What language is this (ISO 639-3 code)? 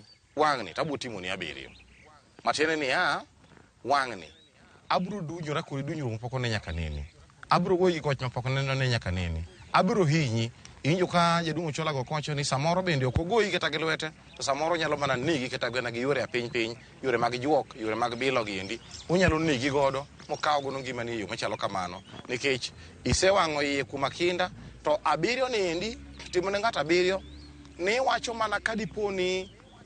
luo